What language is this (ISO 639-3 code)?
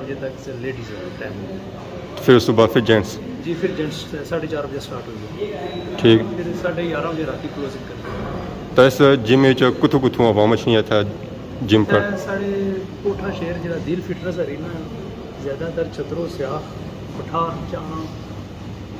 phr